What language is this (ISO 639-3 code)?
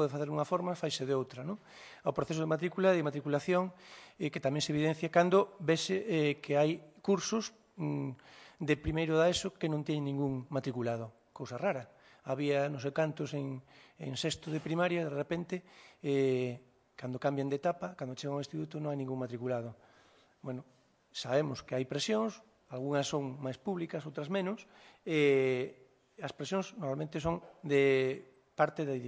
glg